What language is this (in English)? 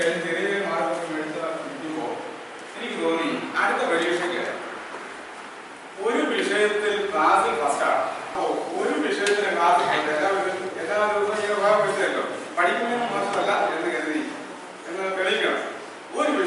Malayalam